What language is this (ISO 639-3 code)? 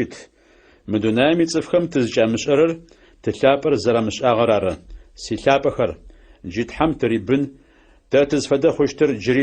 ady